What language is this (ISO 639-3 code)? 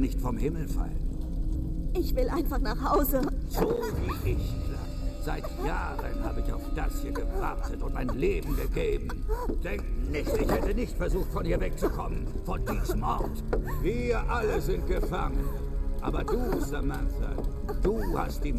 bar